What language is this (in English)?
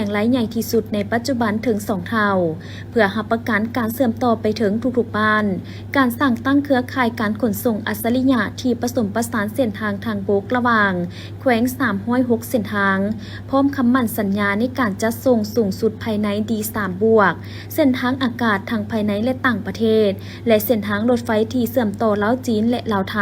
Lao